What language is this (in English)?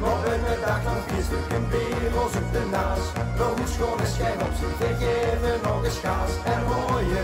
Limburgish